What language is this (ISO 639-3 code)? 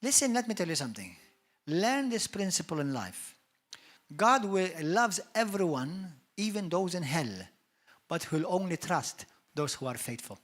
eng